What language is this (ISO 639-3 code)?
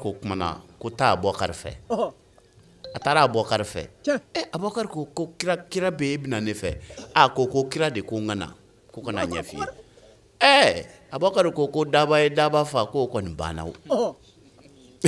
bam